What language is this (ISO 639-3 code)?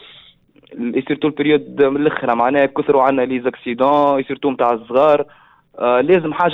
aeb